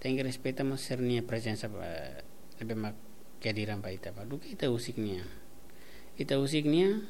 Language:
Tetum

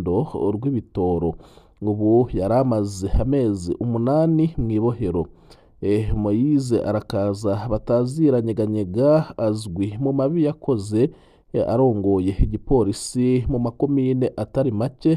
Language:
Rundi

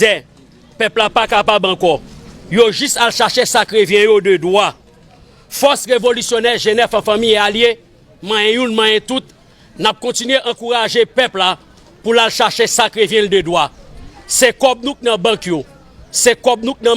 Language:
Haitian Creole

